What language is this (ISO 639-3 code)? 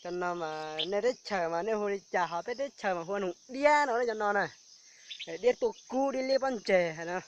hmn